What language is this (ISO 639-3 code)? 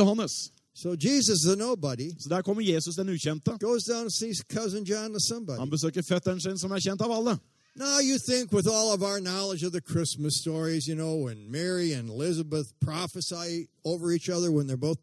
nor